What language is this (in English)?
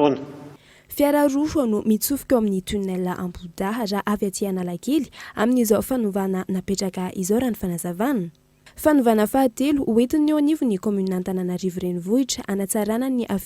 Malagasy